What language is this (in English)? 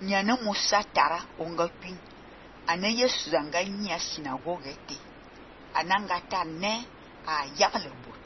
Fang